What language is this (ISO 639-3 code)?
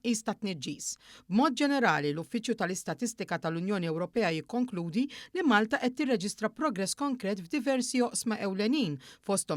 mlt